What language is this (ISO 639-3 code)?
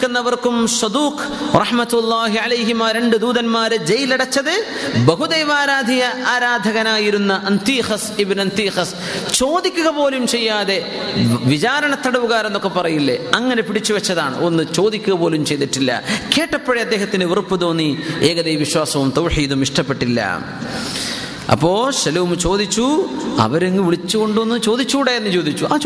mal